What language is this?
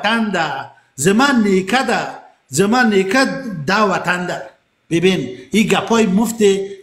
Persian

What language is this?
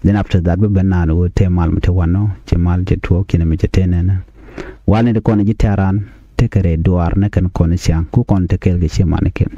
Nuer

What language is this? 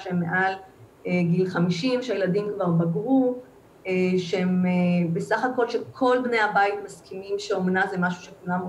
Hebrew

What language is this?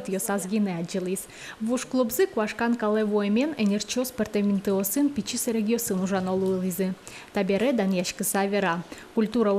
Udmurt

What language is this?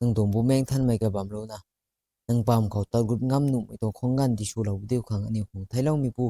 Rongmei Naga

